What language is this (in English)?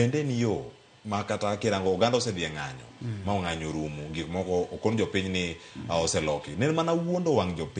Luo (Kenya and Tanzania)